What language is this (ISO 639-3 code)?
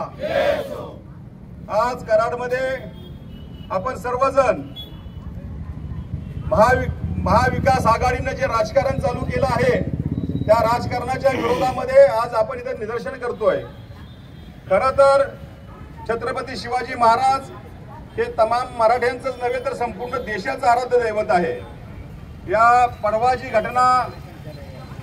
mar